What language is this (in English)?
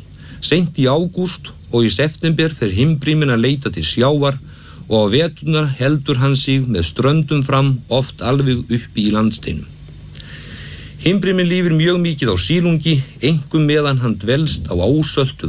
Icelandic